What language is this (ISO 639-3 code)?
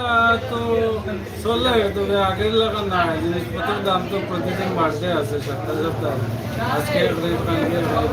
syl